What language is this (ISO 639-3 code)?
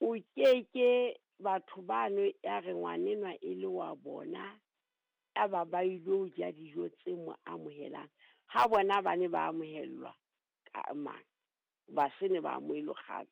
sot